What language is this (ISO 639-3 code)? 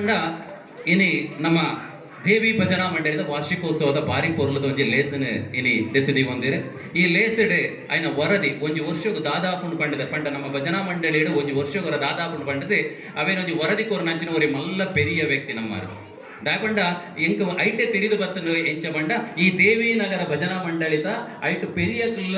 tcy